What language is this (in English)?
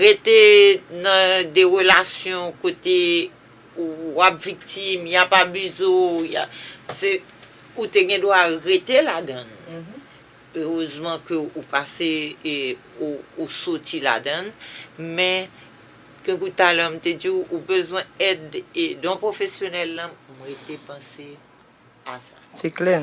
Haitian Creole